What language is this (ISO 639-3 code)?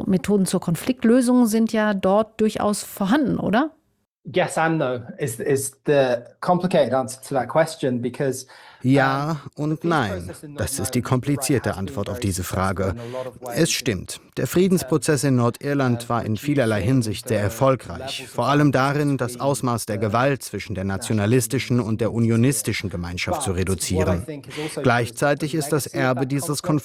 deu